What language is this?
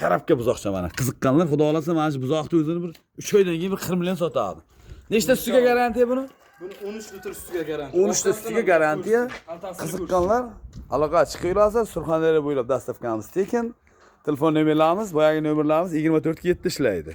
Uzbek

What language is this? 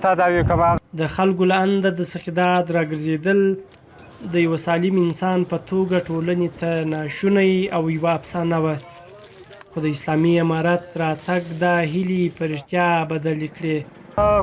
Pashto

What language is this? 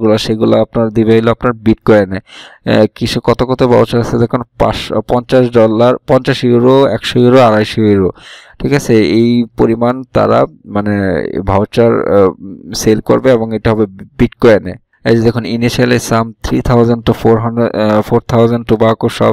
Bangla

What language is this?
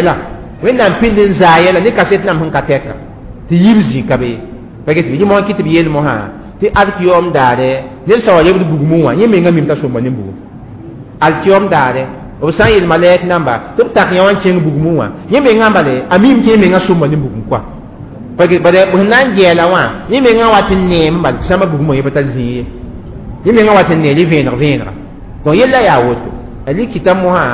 Mossi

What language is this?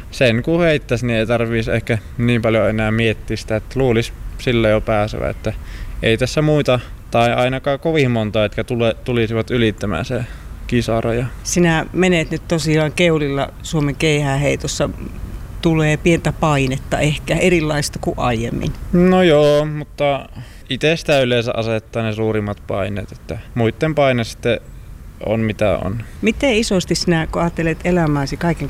Finnish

